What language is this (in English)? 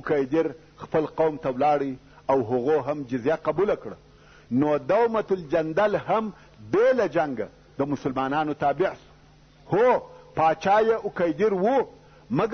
Pashto